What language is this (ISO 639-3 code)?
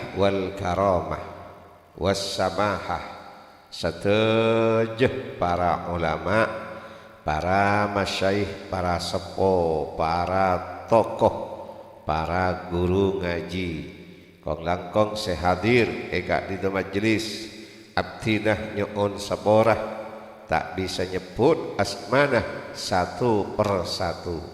mad